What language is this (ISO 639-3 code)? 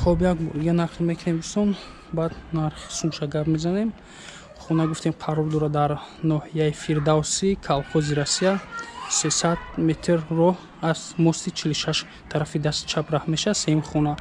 tgk